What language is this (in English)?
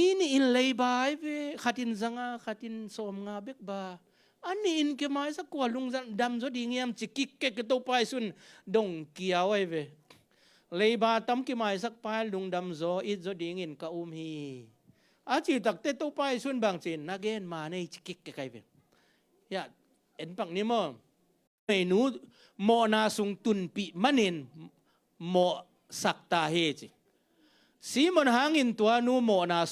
Tedim Chin